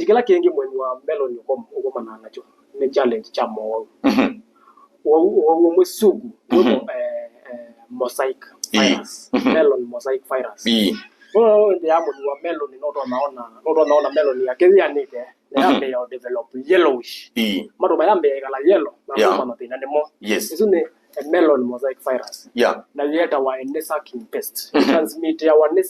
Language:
Kamba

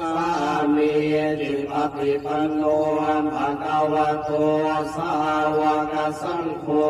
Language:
Pali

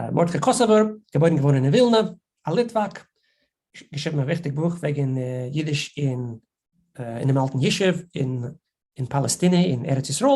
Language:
Yiddish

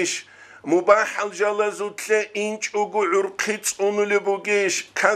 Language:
Avaric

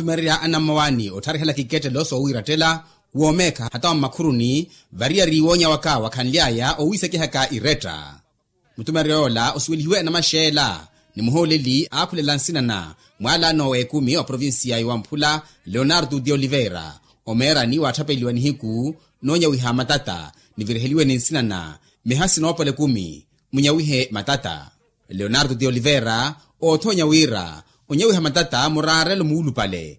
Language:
Makhuwa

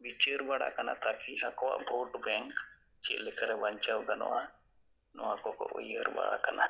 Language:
Santali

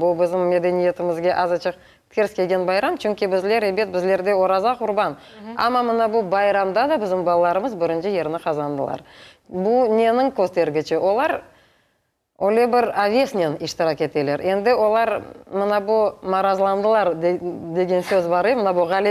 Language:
Crimean Tatar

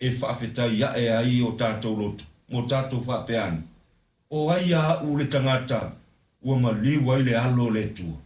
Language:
Samoan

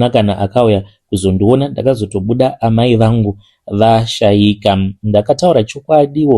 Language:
Shona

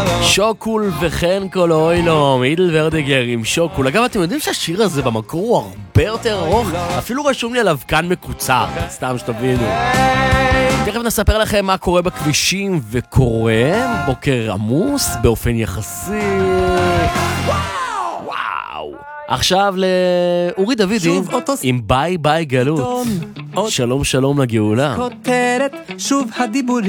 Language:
Hebrew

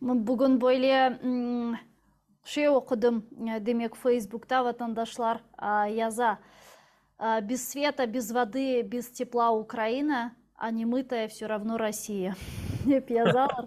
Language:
Crimean Tatar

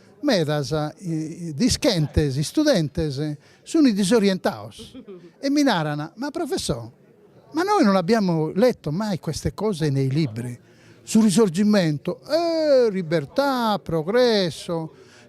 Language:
Sardinian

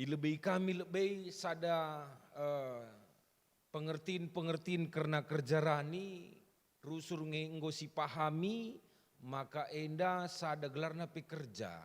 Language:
Batak Karo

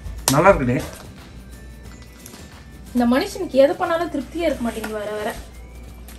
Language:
Tamil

